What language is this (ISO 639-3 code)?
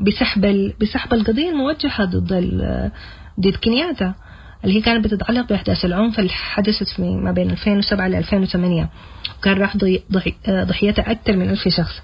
apd